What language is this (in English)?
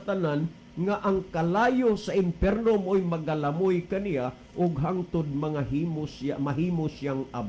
Cebuano